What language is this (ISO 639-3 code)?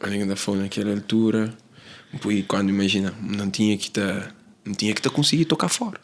kea